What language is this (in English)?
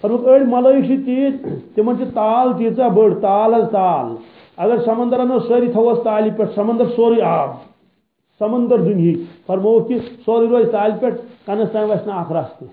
Kashmiri